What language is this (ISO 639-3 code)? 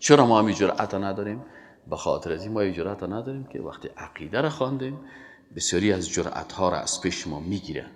fas